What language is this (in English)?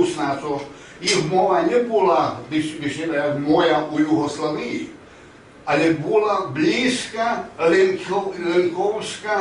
Rusyn